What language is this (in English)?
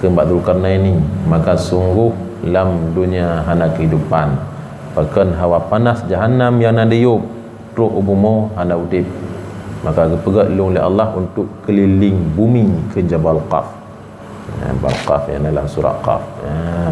Achinese